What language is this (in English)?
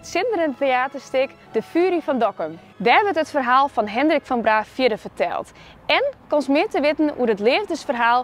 Western Frisian